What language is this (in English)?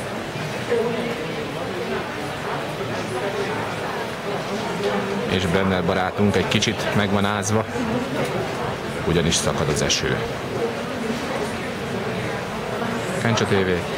Hungarian